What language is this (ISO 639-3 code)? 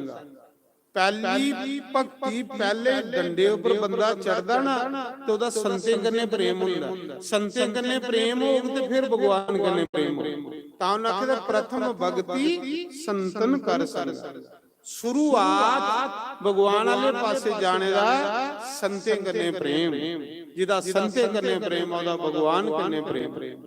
doi